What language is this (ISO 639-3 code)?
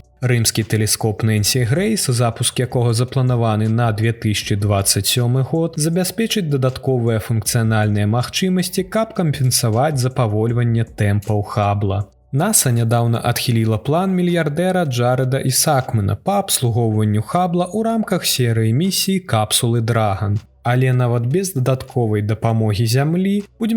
bel